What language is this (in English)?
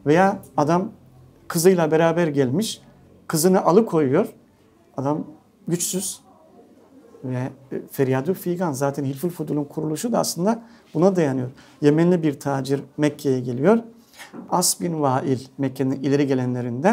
Turkish